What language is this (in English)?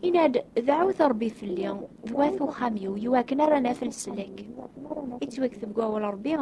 Kabyle